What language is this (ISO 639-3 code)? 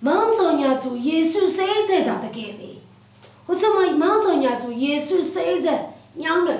lsi